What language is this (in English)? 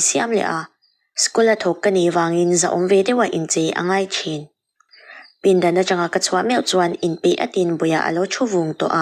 Mizo